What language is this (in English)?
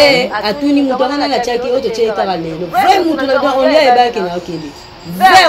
Lingala